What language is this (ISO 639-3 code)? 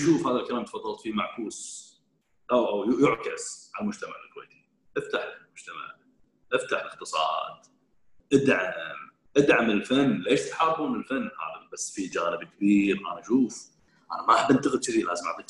afb